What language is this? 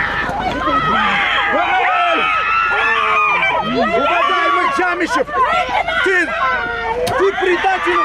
Kazakh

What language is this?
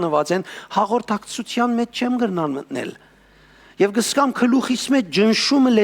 Western Armenian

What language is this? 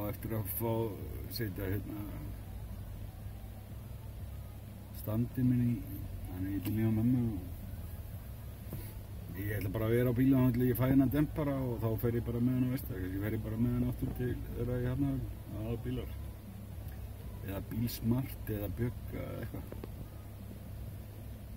Icelandic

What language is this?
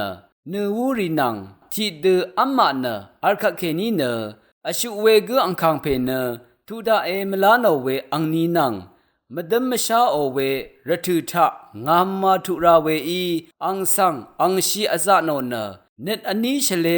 Rawang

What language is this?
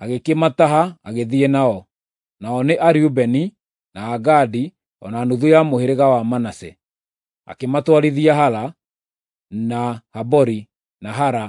Kikuyu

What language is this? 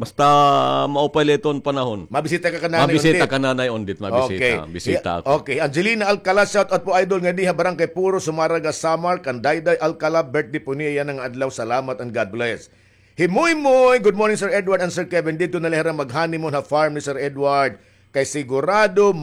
Waray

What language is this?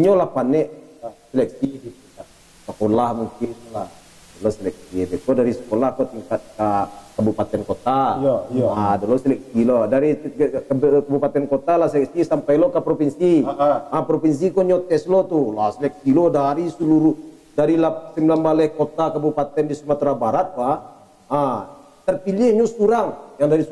Minangkabau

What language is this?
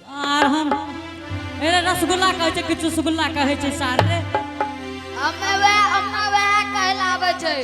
Angika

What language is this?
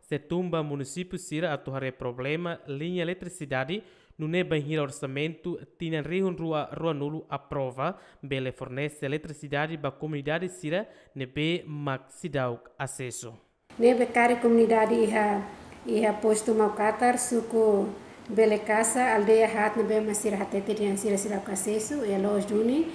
Tetum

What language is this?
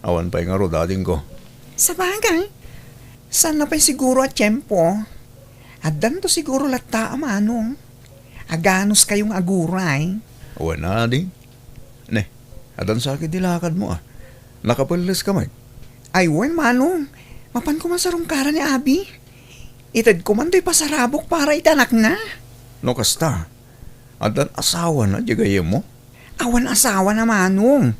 Iloko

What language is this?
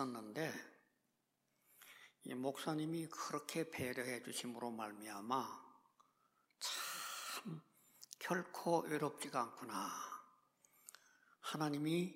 Korean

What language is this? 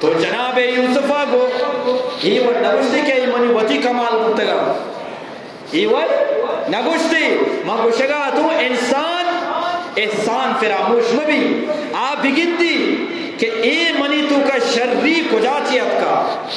Eastern Balochi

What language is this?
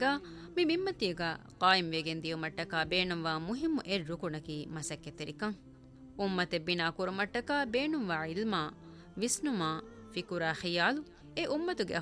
Divehi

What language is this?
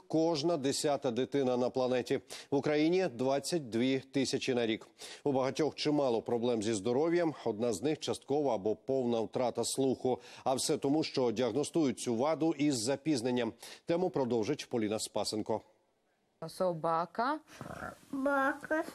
Ukrainian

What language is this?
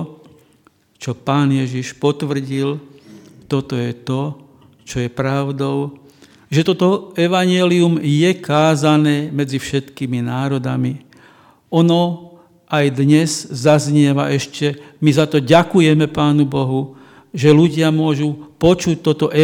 Slovak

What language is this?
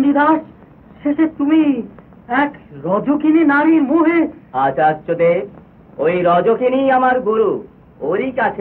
Bangla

